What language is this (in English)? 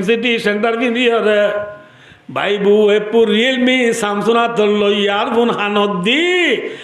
Rohingya